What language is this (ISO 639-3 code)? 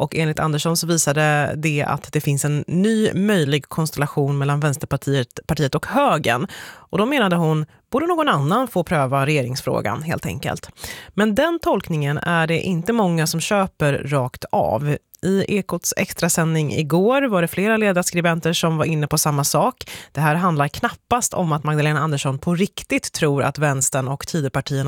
swe